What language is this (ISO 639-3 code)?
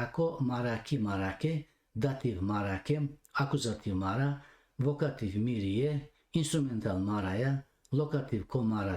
rmn